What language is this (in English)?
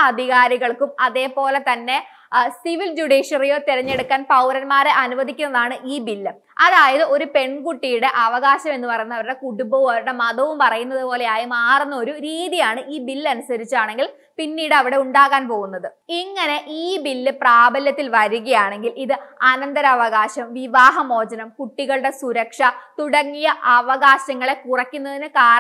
Malayalam